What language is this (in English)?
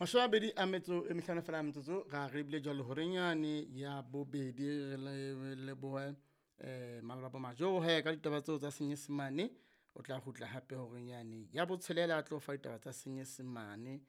Southern Sotho